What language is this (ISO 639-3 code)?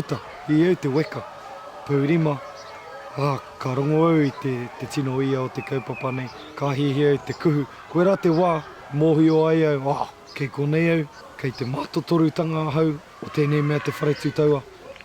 mri